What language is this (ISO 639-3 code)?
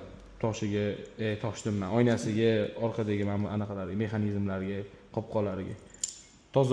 uzb